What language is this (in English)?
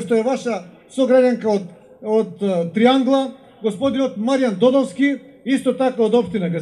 Macedonian